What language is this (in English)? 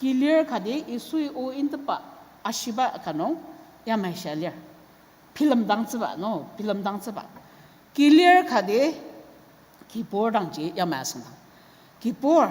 Ao Naga